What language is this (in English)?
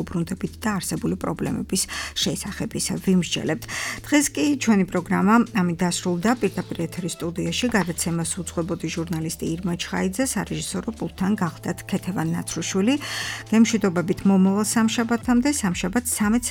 Georgian